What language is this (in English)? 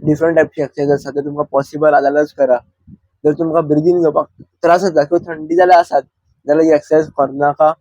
Konkani